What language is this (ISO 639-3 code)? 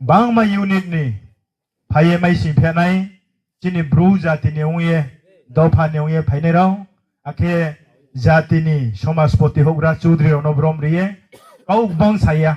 ria